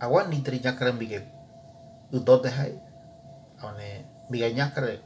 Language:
Ngäbere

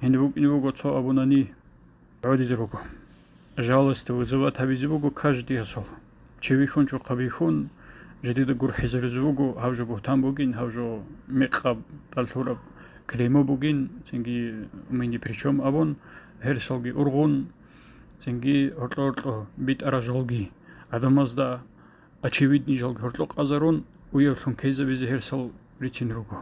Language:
Avaric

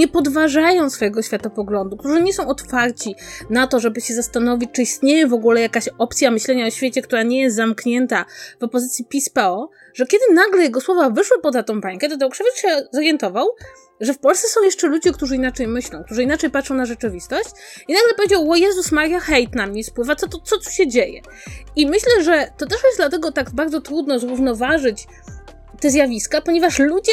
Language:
Polish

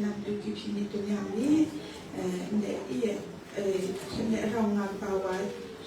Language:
Kachin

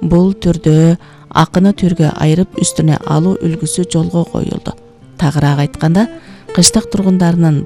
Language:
Kyrgyz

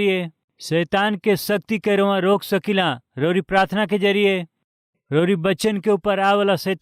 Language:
Bhojpuri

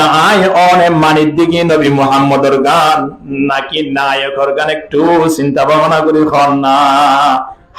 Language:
Rohingya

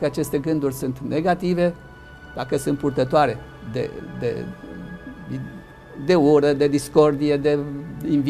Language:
Romanian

